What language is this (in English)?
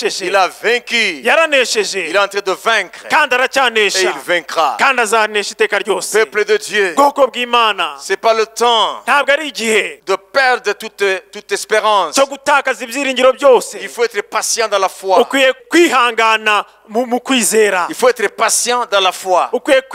Kinyarwanda